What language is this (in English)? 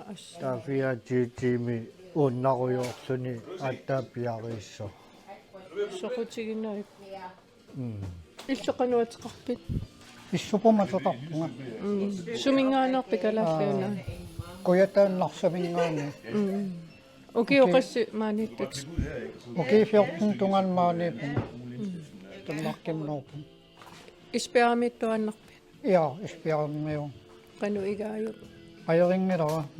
Kalaallisut